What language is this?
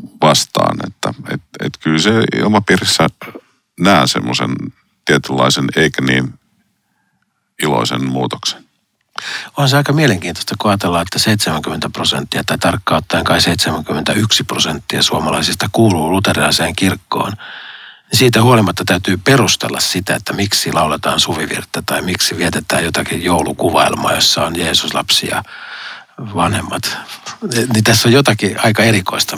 Finnish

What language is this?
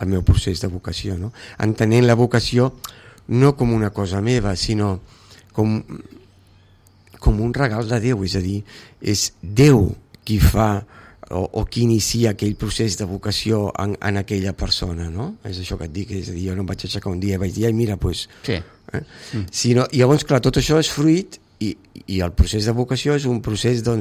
Catalan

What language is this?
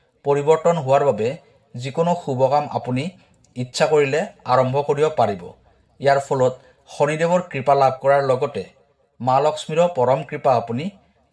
Assamese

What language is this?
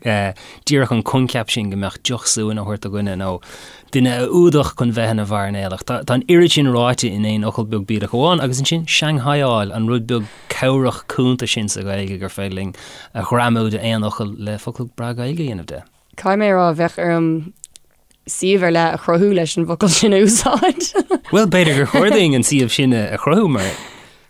Irish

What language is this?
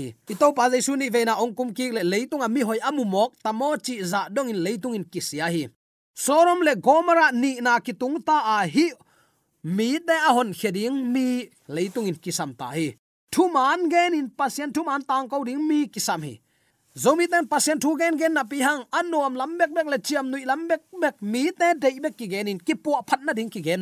Tedim Chin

